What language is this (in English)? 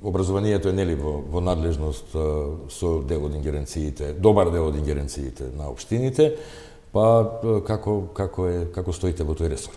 Macedonian